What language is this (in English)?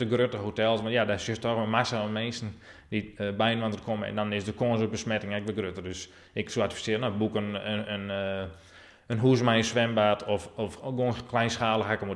Western Frisian